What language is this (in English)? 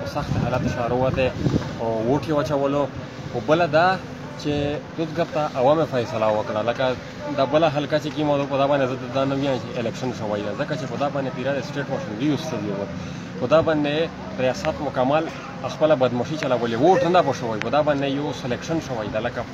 Pashto